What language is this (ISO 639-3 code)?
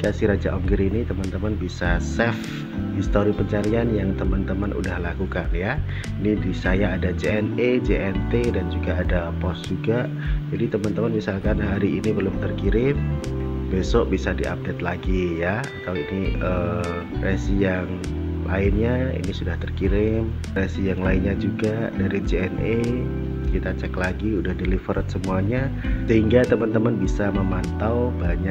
ind